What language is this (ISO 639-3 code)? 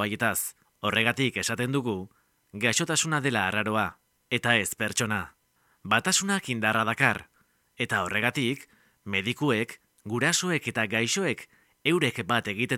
eus